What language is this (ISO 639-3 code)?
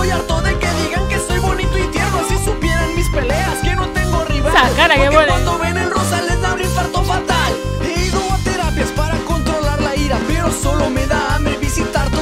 spa